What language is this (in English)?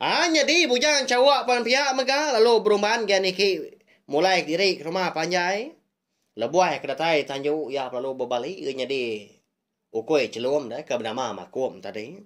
Iban